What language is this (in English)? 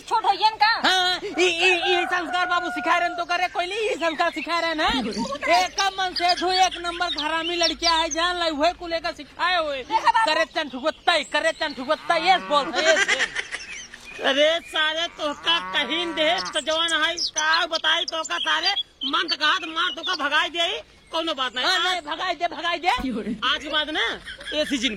Awadhi